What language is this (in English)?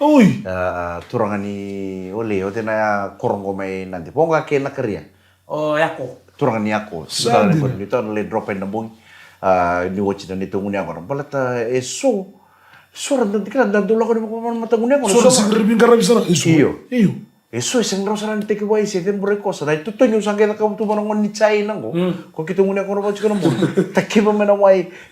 Fijian